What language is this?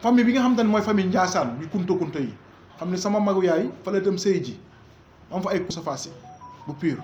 Wolof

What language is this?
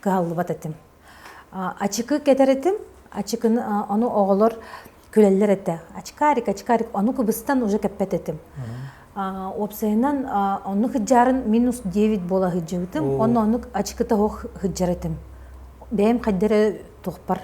Yakut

